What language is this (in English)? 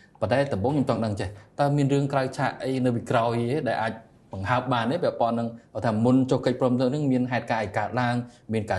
Khmer